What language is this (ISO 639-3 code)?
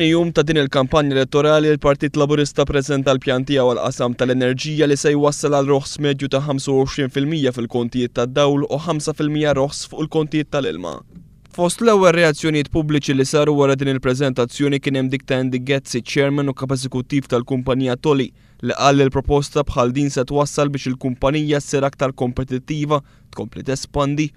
mlt